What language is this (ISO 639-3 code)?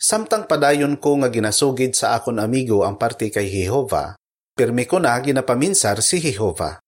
hil